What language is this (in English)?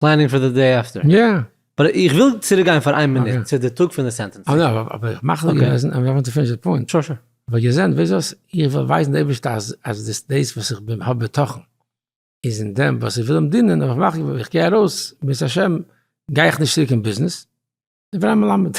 Yiddish